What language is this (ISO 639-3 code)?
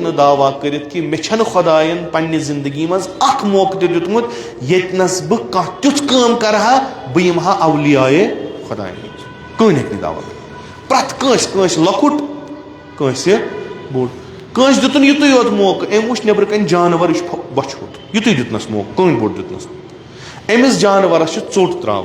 kas